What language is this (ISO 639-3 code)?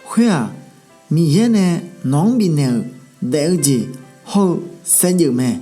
ahk